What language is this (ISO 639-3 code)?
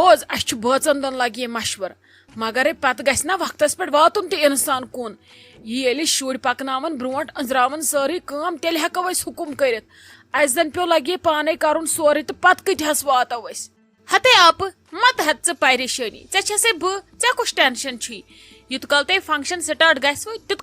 kas